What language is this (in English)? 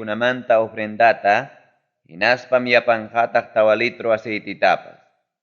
Ayacucho Quechua